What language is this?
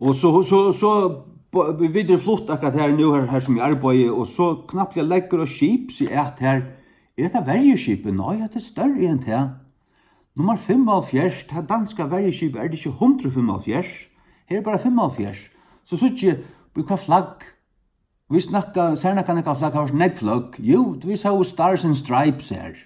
Faroese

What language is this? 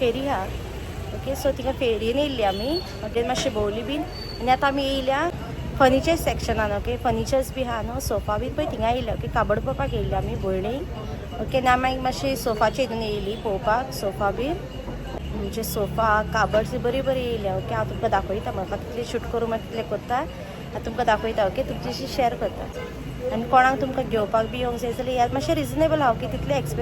Konkani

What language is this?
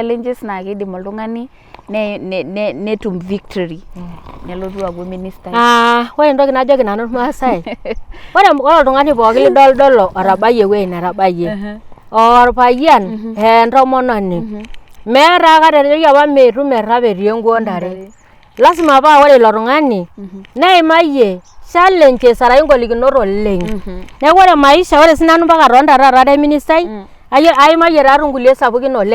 Masai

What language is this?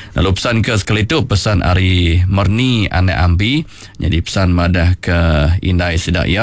Iban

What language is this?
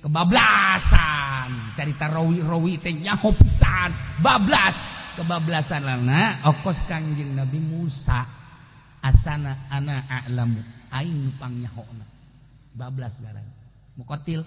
Sundanese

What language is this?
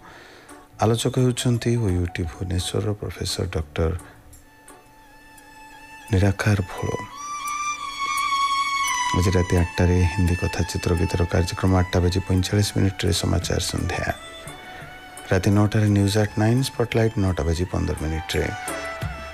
Odia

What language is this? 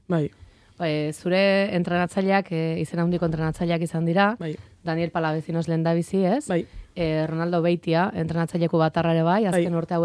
Basque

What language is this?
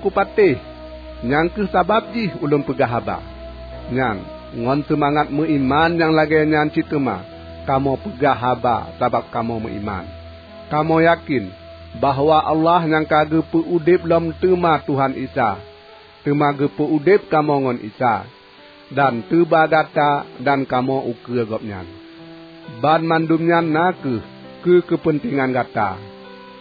Achinese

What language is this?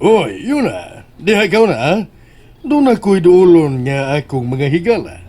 Cebuano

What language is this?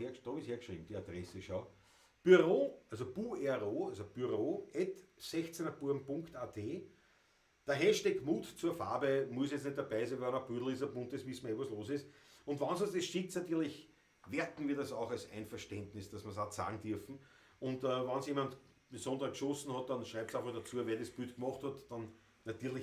Bavarian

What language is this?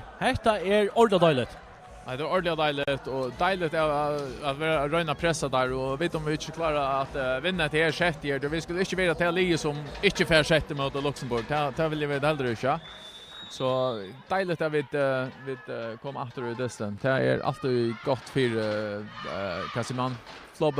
Faroese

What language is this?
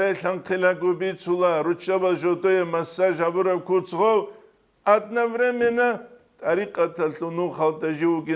Avaric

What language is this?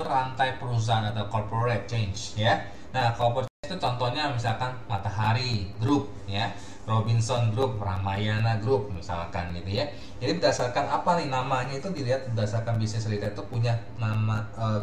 Indonesian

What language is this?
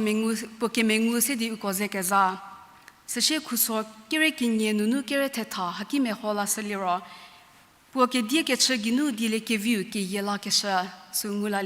Angami Naga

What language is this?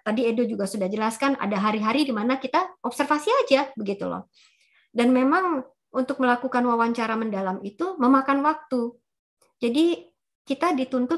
Indonesian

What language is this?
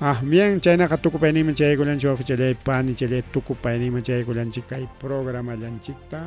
Ayacucho Quechua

